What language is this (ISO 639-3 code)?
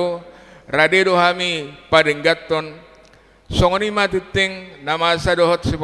bbc